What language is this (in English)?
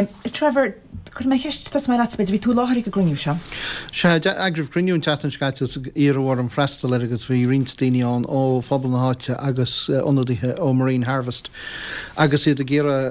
Irish